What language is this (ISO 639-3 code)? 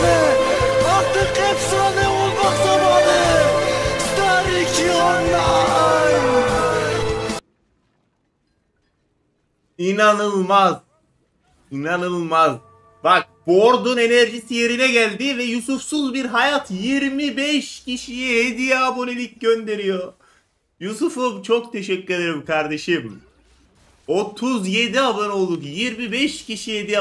tur